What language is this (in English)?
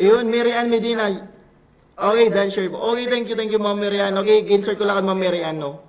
Waray